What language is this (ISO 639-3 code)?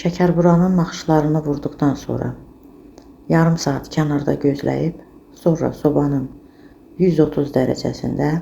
aze